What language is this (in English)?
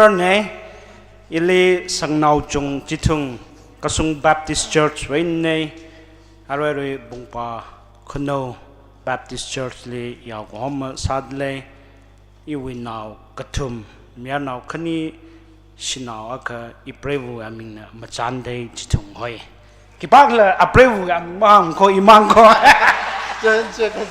Tangkhul Naga (India)